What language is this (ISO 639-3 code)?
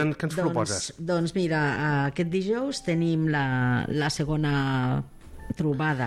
cat